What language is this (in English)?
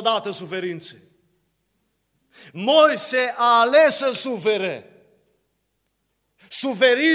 Romanian